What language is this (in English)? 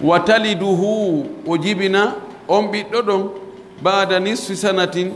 Pular